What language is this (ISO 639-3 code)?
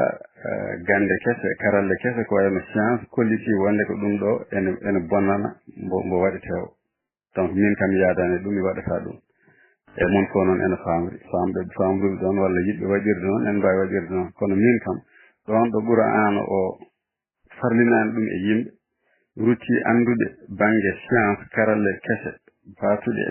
ful